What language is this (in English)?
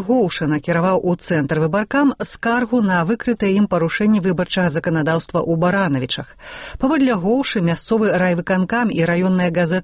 Belarusian